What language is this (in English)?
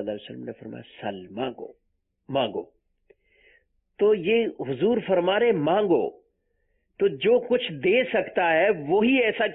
Urdu